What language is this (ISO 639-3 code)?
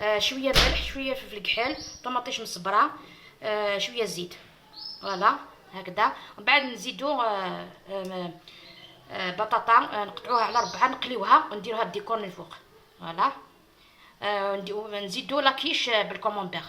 arq